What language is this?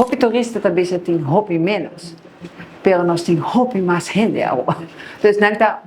Papiamento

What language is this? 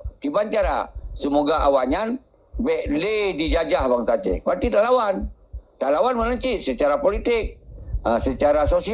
Achinese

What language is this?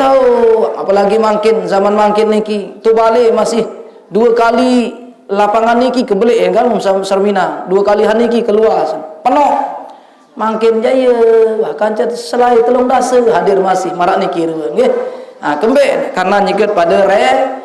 Sasak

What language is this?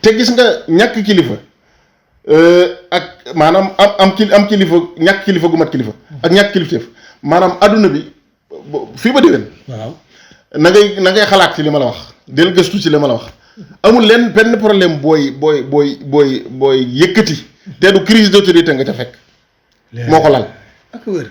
Wolof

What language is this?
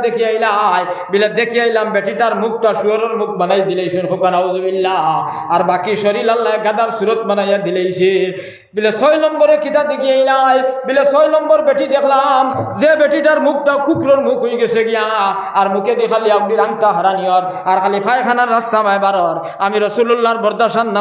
Sylheti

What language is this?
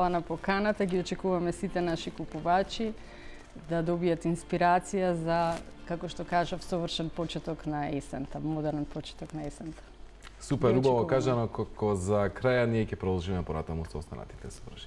Macedonian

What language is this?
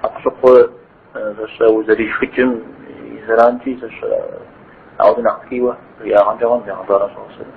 Kabardian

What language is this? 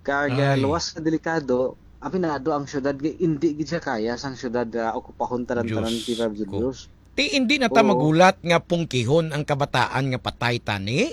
Hiligaynon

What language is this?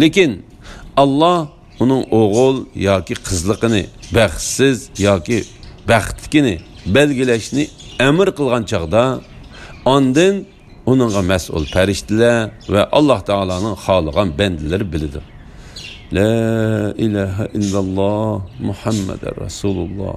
Uyghur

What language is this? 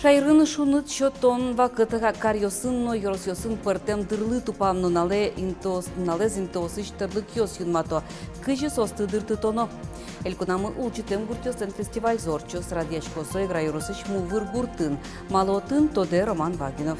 Udmurt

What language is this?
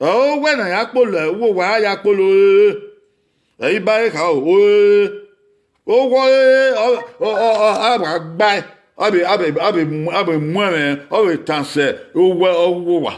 Bini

